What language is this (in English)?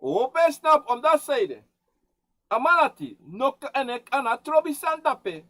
Sranan Tongo